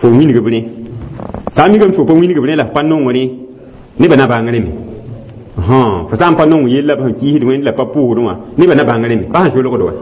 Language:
Mossi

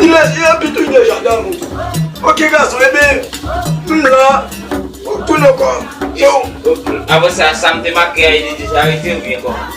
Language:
Haitian Creole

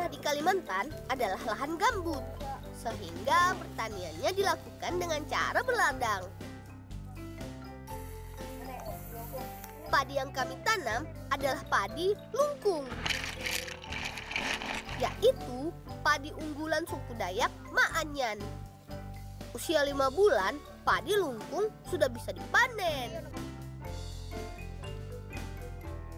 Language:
Indonesian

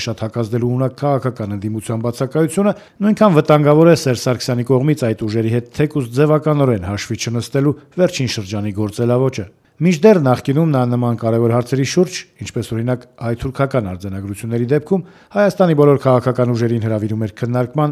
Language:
Armenian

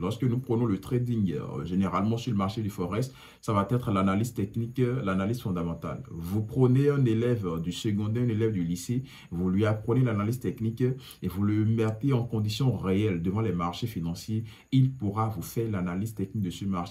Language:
French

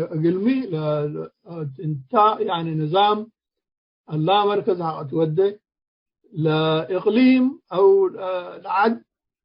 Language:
Tigre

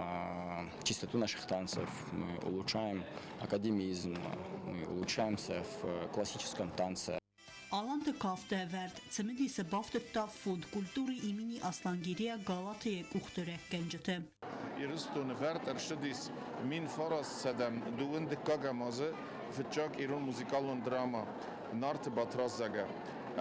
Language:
Ossetic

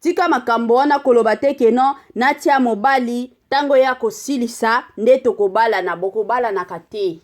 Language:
Lingala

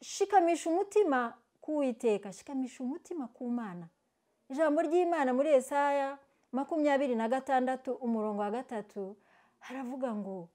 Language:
Kinyarwanda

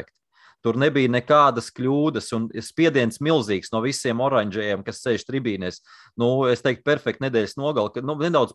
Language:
Latvian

